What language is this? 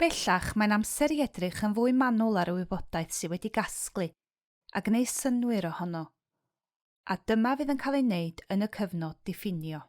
Welsh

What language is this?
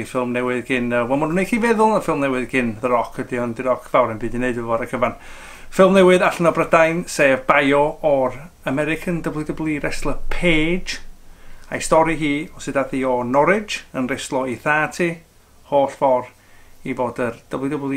Welsh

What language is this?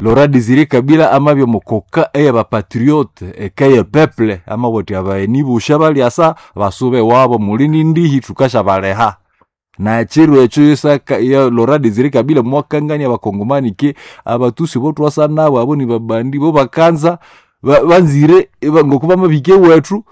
Nande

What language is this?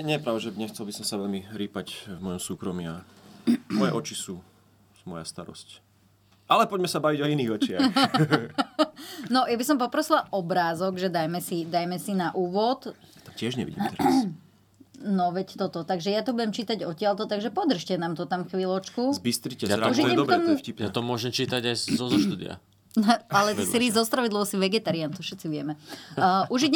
Slovak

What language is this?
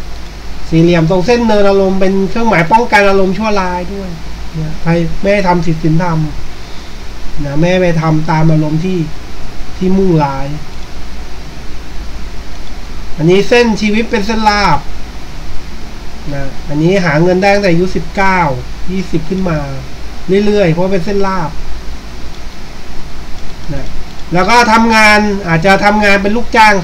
Thai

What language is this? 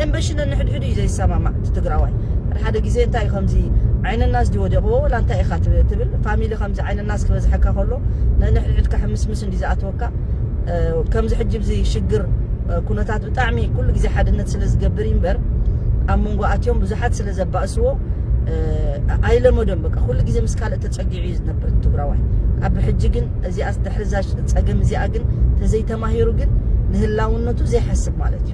Tigrinya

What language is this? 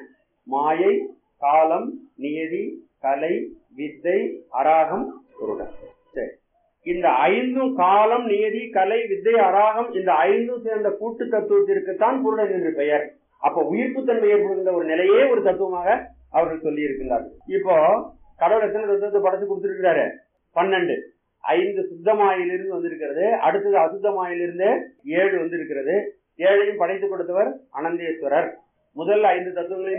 Tamil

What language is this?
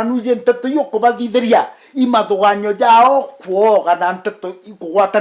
Meru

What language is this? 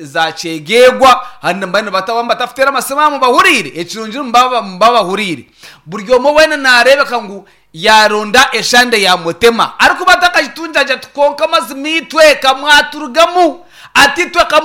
Nyankole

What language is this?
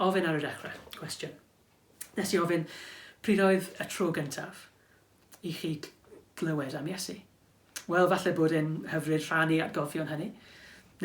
Welsh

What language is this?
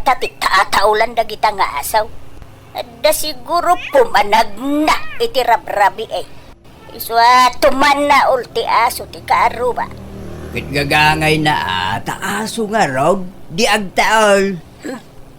Iloko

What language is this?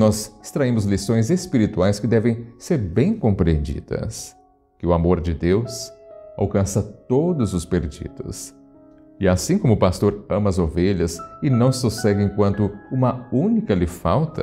Portuguese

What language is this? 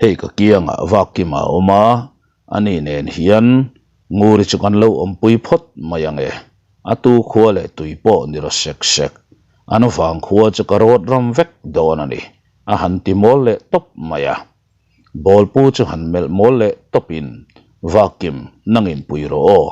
Mizo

